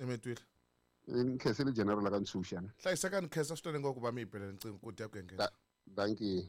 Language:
Tsonga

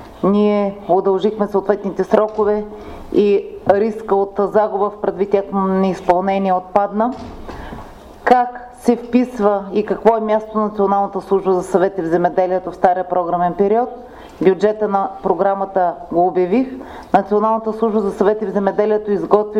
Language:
Bulgarian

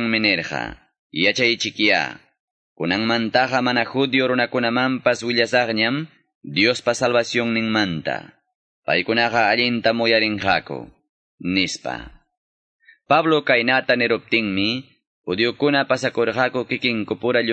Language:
Ayacucho Quechua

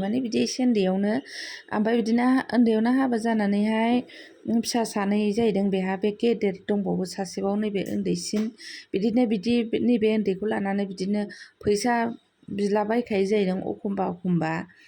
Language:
Bodo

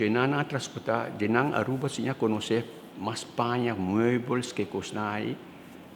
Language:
Papiamento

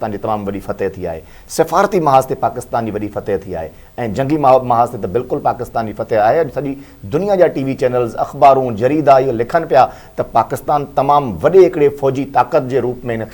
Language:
Sindhi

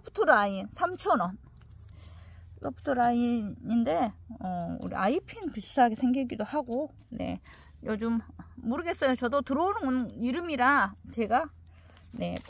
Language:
Korean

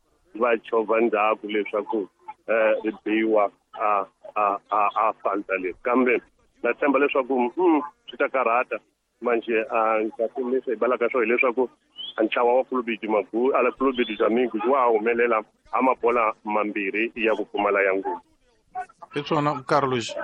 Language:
Tsonga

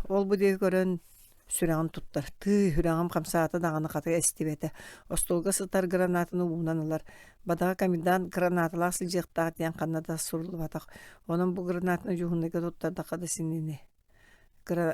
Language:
Yakut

